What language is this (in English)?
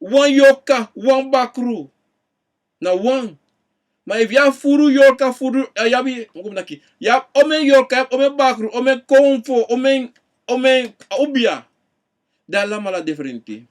Sranan Tongo